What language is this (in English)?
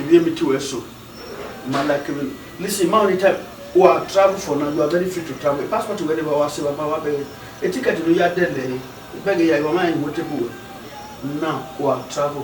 Bini